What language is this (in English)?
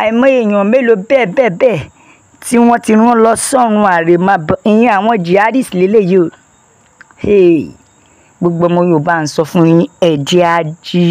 Yoruba